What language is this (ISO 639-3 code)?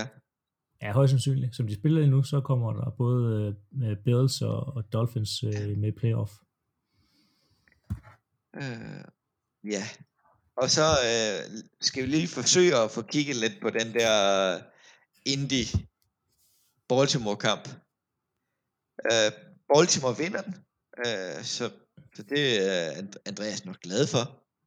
dan